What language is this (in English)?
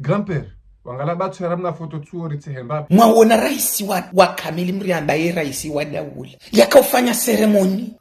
Ngazidja Comorian